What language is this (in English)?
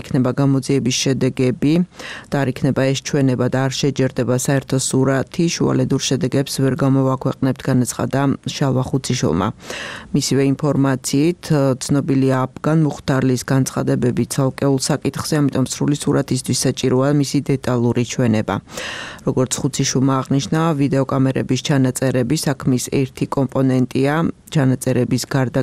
Georgian